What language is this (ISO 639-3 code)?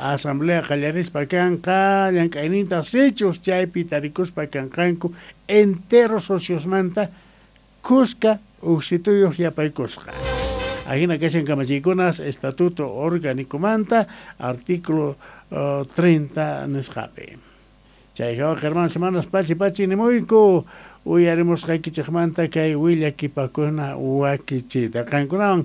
que